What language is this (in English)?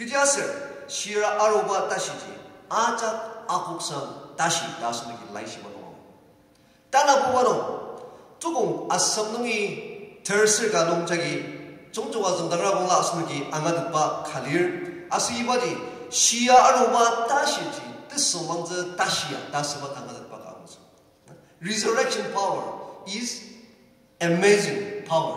Ao Naga